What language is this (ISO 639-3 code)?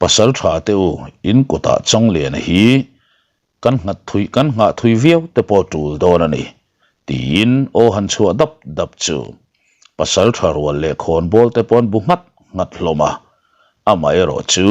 lus